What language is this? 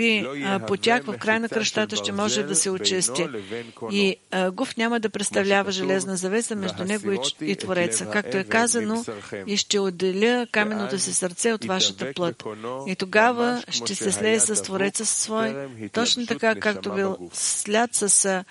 Bulgarian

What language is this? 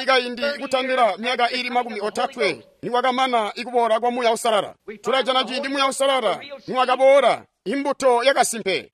Tonga (Zambia)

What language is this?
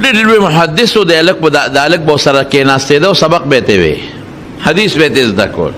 Pashto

